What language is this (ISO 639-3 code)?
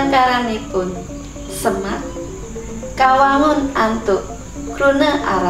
ban